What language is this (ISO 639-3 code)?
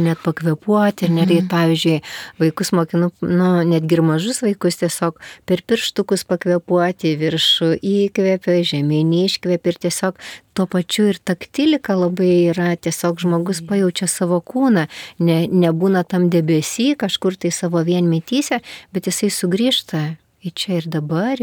lit